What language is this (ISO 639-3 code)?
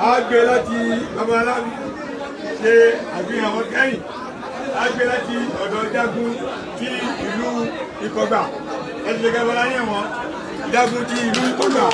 yor